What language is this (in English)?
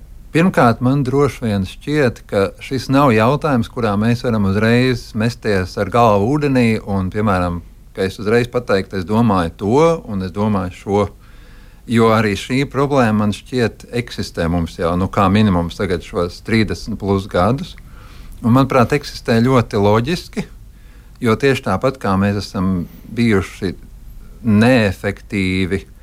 Latvian